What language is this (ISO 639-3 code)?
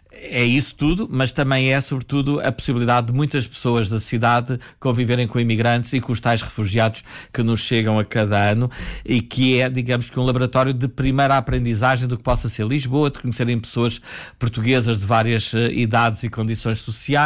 por